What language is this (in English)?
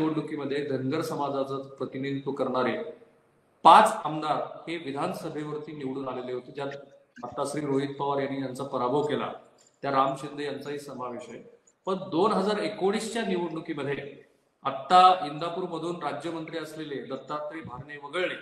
Marathi